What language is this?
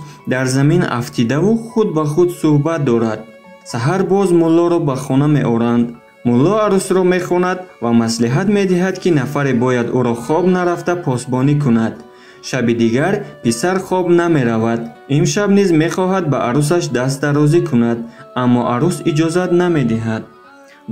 Tajik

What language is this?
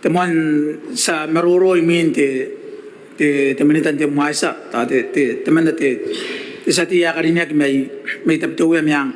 Gilbertese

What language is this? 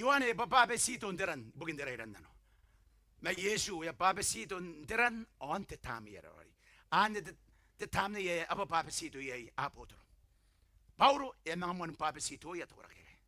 Gilbertese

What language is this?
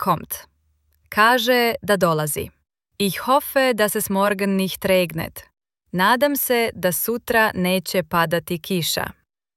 Slovenian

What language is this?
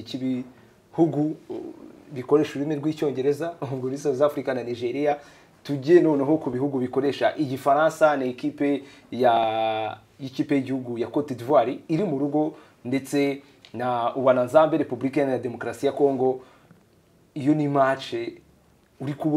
Kinyarwanda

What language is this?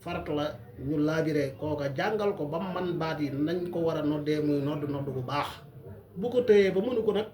Wolof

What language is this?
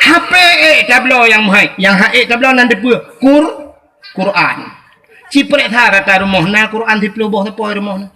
Achinese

